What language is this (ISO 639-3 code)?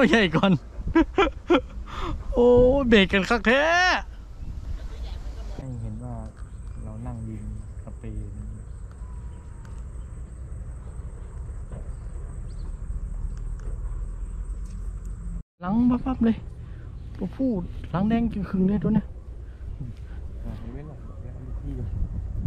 tha